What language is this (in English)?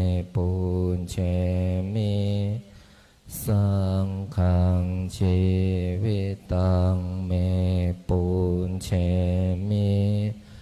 Pali